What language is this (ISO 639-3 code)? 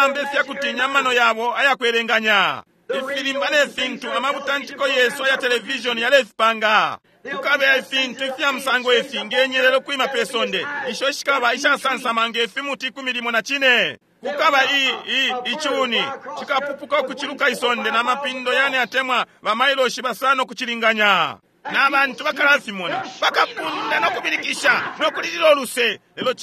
bem